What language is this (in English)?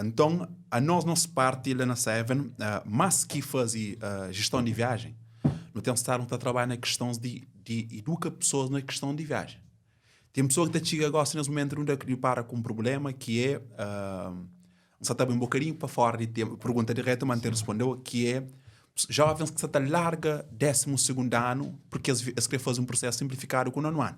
Kabuverdianu